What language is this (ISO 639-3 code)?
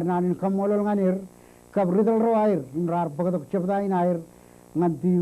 mah